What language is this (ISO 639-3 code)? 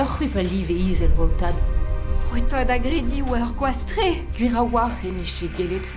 bre